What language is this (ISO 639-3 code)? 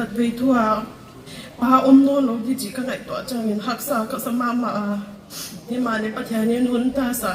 pck